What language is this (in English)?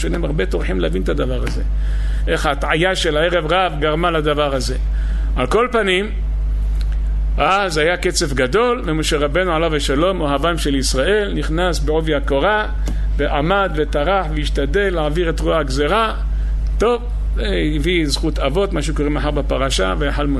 Hebrew